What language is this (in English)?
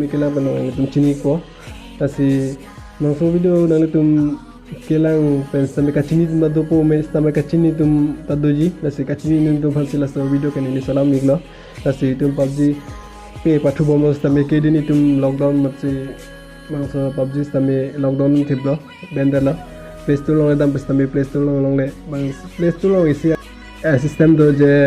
Karbi